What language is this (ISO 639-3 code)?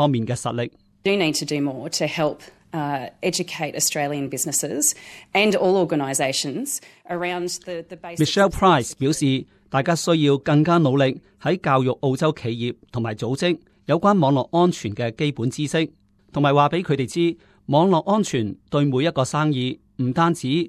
yue